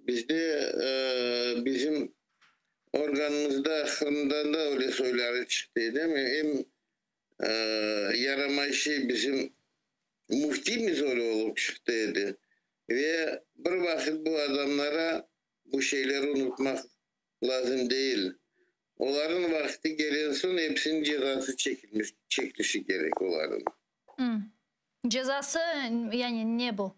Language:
Crimean Tatar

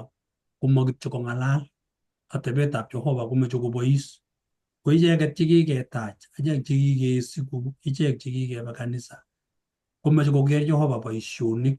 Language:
Kalenjin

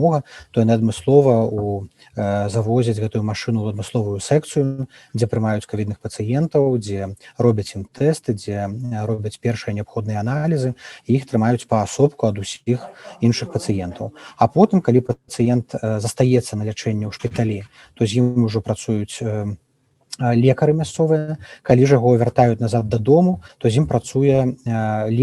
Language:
Belarusian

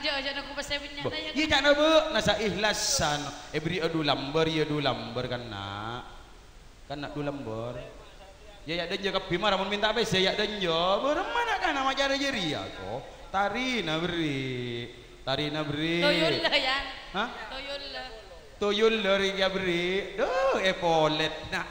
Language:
Madurese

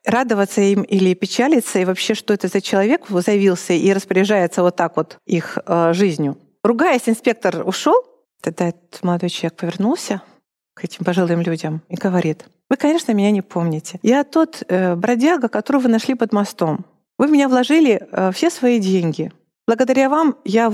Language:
Russian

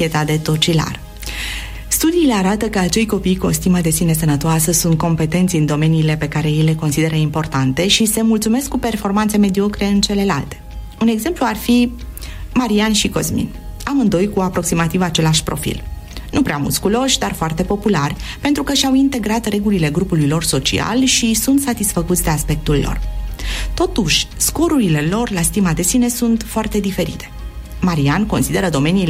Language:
Romanian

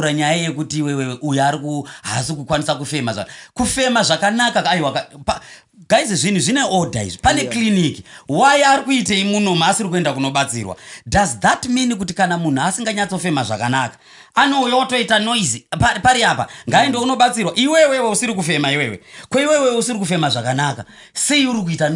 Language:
Shona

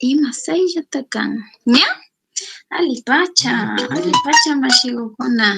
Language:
Chimborazo Highland Quichua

